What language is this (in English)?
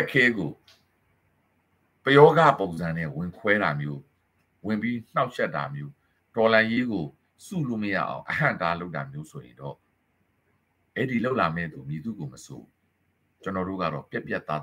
Burmese